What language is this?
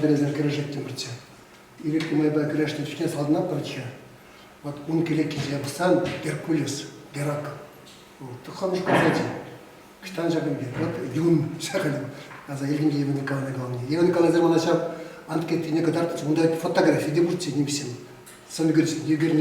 Chuvash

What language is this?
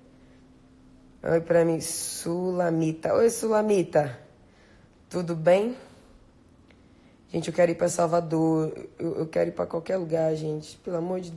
Portuguese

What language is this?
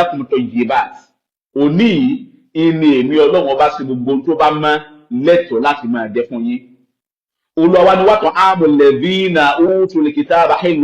Yoruba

